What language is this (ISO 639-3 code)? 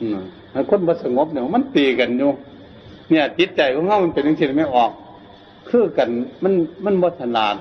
tts